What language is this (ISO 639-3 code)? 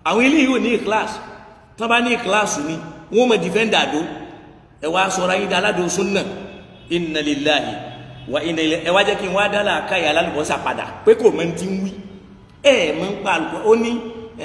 yor